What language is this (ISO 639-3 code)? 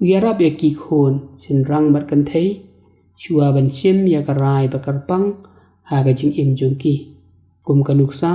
kha